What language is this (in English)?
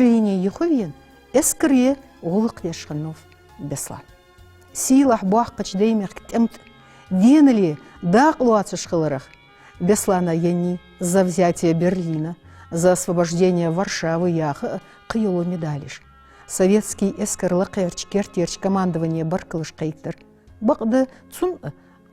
Ingush